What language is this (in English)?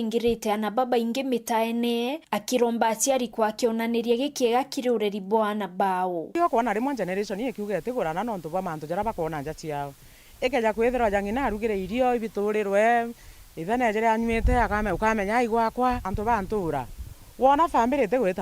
Meru